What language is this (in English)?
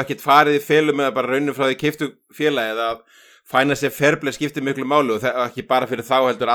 Icelandic